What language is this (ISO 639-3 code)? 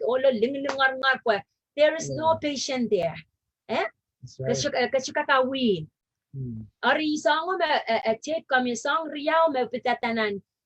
pon